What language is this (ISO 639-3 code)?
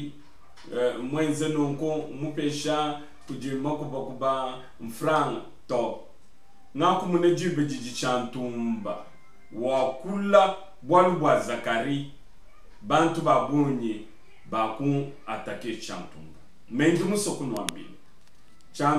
lua